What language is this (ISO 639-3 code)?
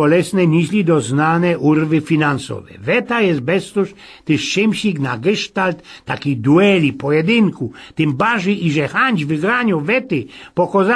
szl